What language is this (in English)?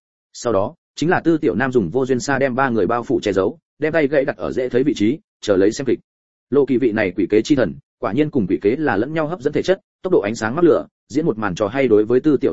Vietnamese